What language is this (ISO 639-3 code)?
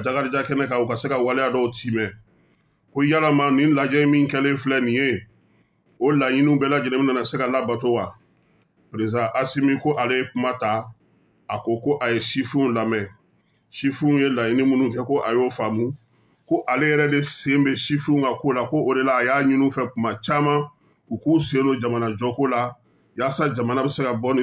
bam